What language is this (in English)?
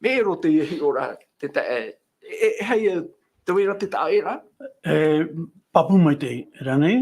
Tahitian